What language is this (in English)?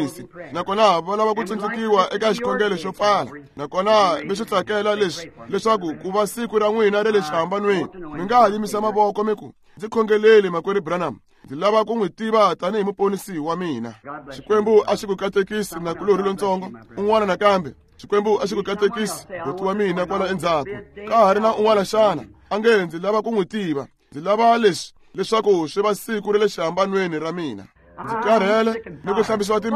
Tsonga